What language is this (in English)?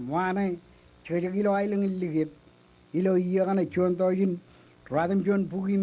Marshallese